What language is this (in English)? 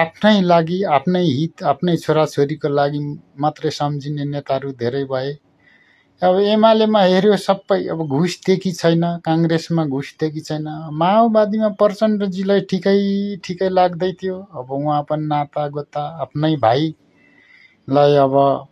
Nepali